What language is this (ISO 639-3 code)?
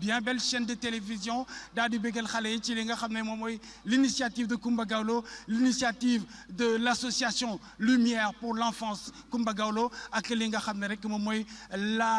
wol